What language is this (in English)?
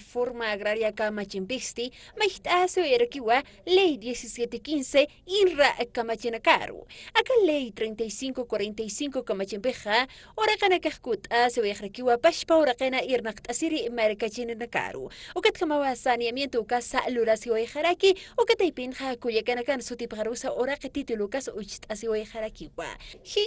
Aymara